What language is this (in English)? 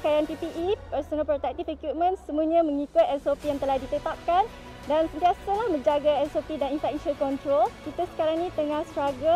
Malay